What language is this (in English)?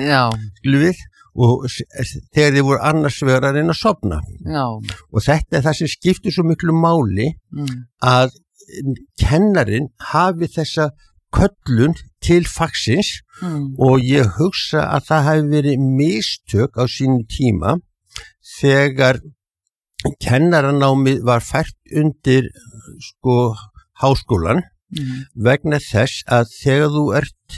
Icelandic